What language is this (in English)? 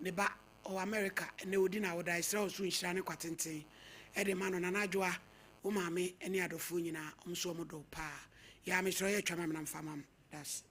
Akan